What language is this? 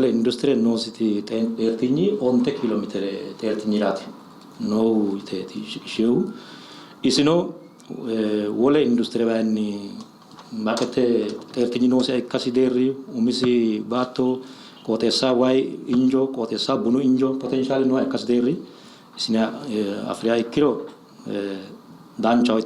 Sidamo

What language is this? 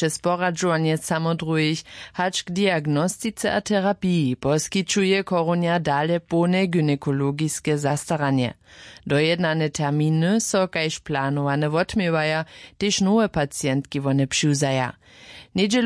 Upper Sorbian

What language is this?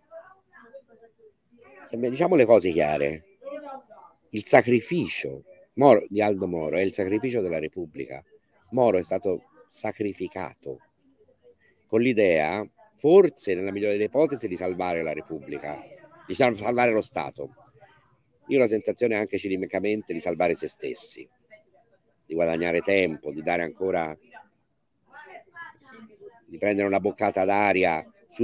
Italian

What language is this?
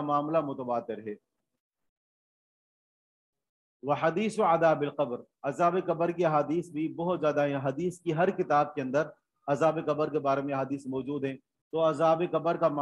Urdu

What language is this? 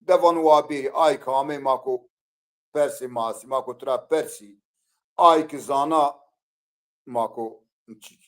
Zaza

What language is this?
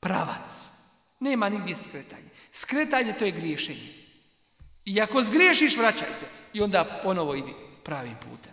Bosnian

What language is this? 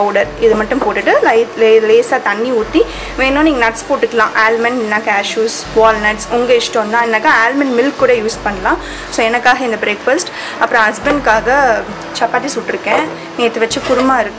Tamil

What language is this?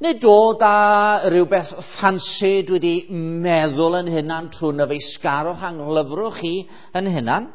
Welsh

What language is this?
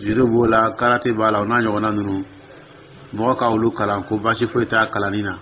Dyula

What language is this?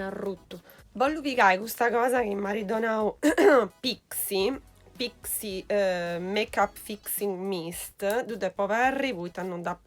Sardinian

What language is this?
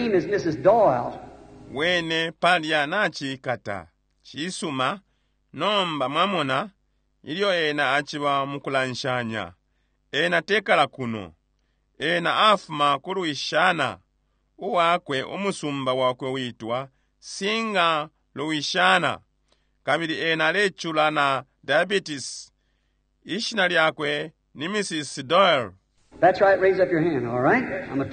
Bemba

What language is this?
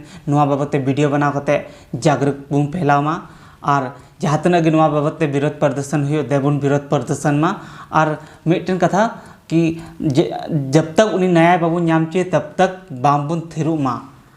Santali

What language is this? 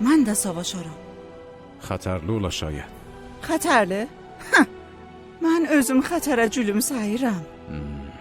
South Azerbaijani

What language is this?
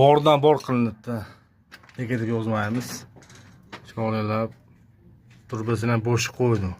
Uzbek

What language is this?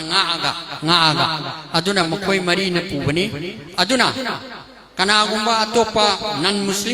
Manipuri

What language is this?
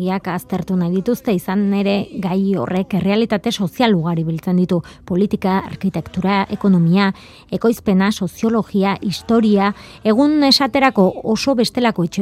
Basque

